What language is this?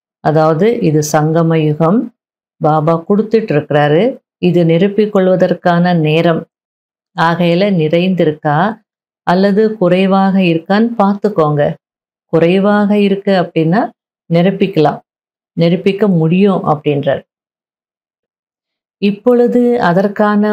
Tamil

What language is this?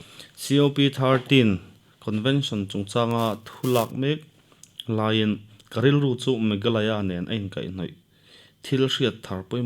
Mizo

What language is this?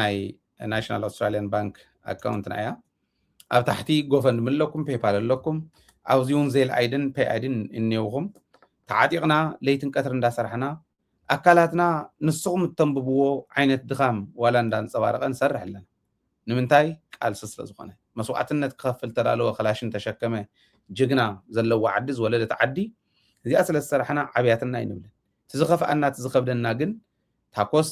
Tigrinya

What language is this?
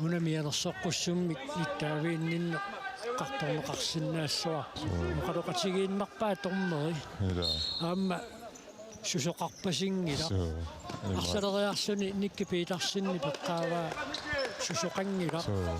Kalaallisut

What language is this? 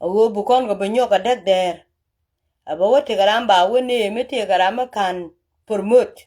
Nuer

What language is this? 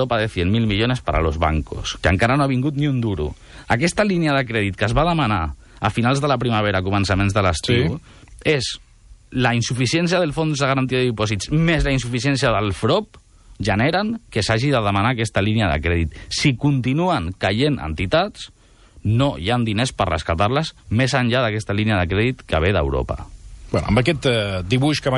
Catalan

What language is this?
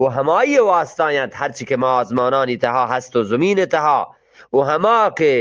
Eastern Balochi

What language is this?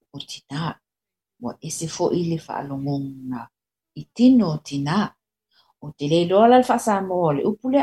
Samoan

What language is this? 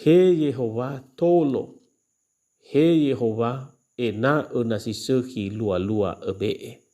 Nias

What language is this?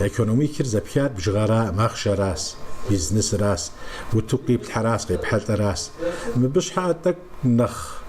Kabardian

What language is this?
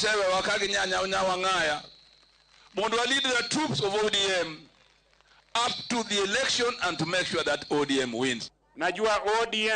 Luo (Kenya and Tanzania)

